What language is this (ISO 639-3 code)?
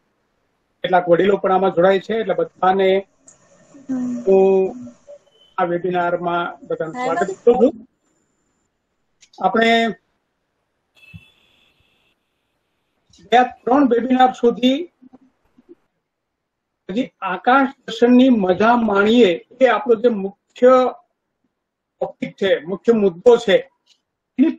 guj